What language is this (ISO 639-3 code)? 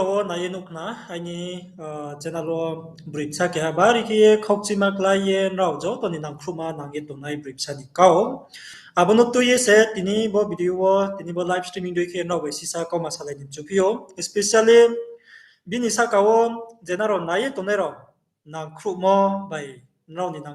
ria